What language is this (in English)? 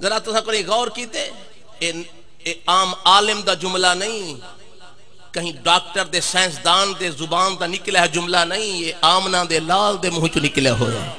Saraiki